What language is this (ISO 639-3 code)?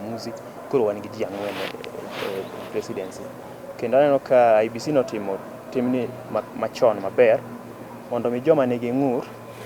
luo